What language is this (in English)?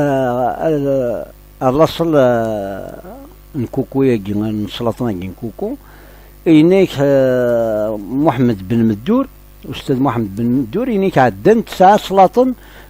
Kabyle